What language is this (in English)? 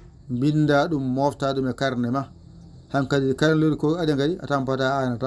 Fula